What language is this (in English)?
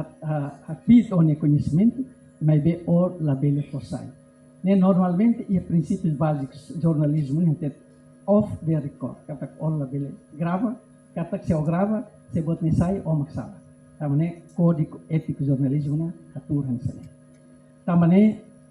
Tetum